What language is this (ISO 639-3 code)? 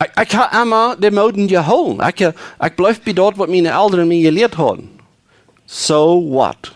pdt